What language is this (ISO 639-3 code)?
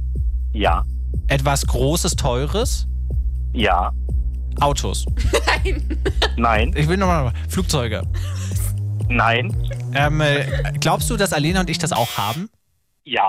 deu